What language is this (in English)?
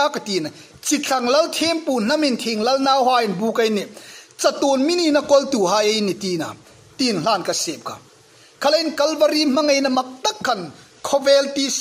Hmar